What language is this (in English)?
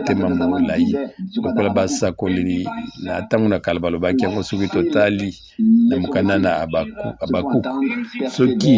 Lingala